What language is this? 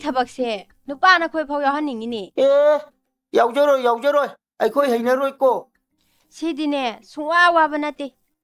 Manipuri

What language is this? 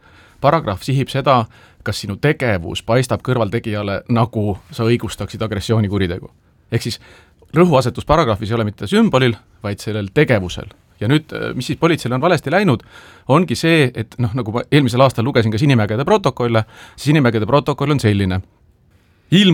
Estonian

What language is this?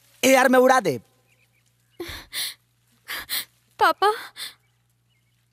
Bhojpuri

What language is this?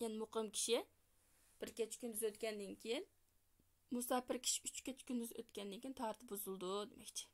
Uyghur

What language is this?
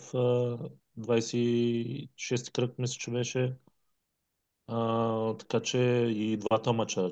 Bulgarian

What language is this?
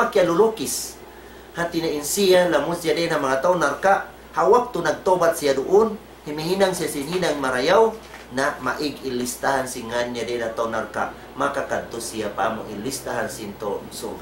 Tausug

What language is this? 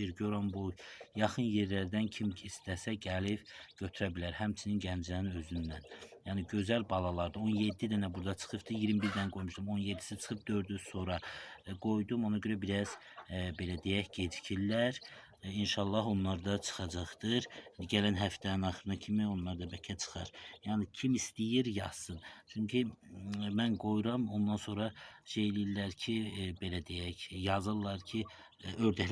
Azerbaijani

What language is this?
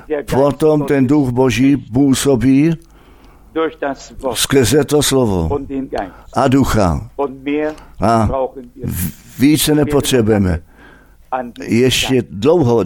Czech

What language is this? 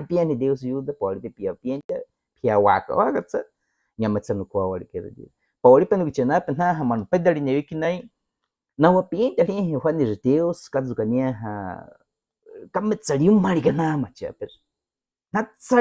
Baniwa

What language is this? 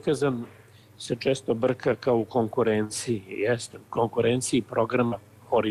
Serbian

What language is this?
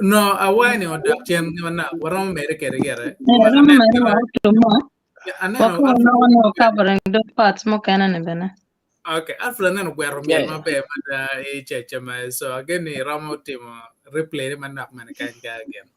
Acoli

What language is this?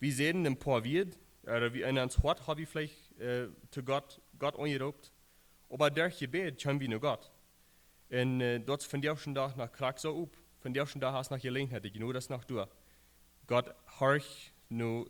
Plautdietsch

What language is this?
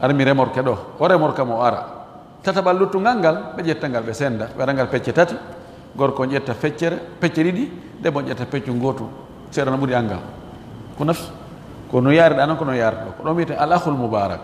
Fula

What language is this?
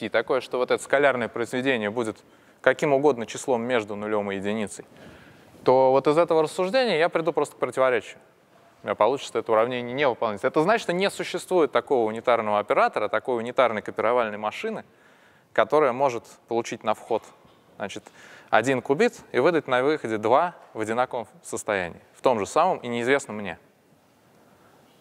Russian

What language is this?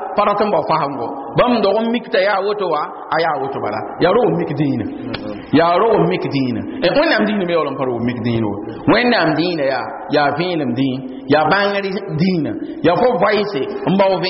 Mossi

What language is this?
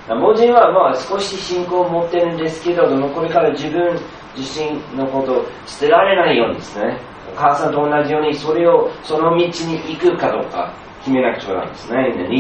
Japanese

